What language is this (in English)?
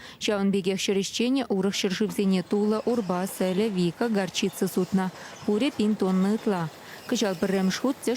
Chuvash